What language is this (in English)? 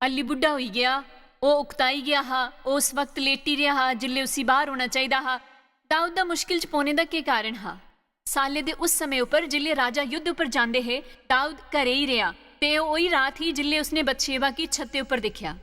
Dogri